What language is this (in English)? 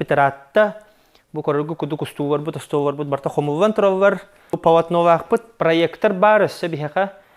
Yakut